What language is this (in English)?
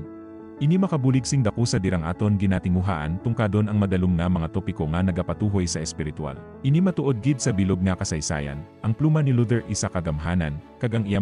Hiligaynon